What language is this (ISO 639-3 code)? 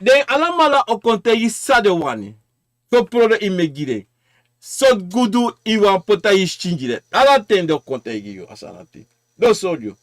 srn